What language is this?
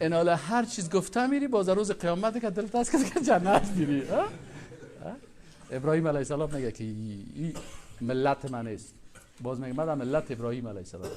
Persian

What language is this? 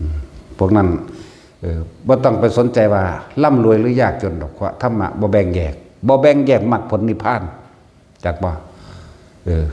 Northeastern Thai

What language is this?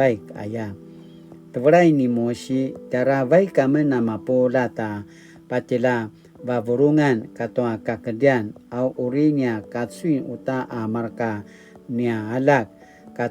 Paiwan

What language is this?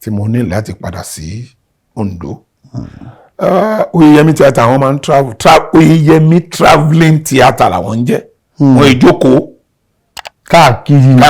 Yoruba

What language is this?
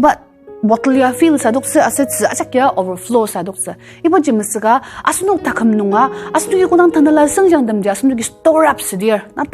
Ao Naga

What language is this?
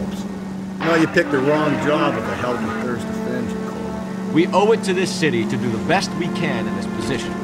English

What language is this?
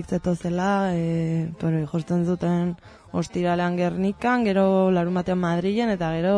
Basque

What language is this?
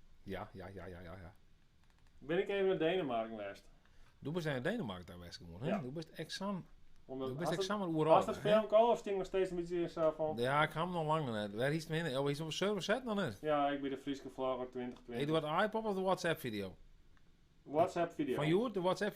Western Frisian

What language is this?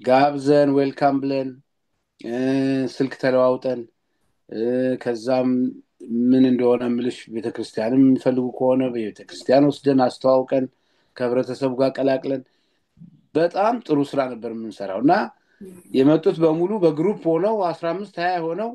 Amharic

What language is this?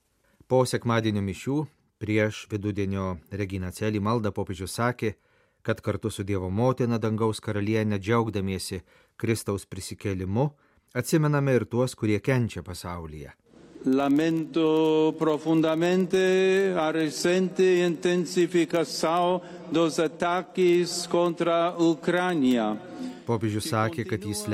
Lithuanian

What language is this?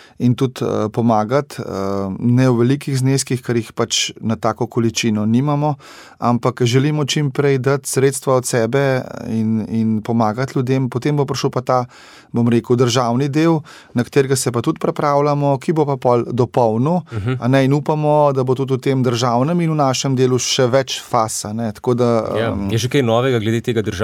Slovenian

